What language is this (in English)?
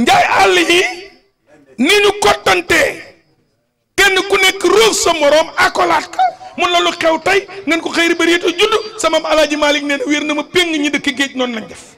Wolof